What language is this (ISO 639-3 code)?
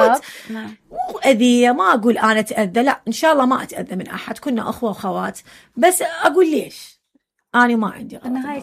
acm